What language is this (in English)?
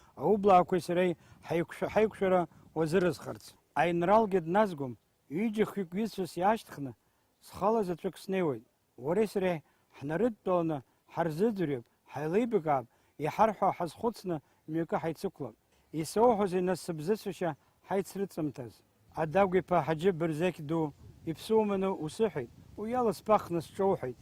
Abkhazian